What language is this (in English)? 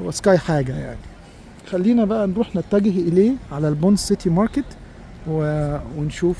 Egyptian Arabic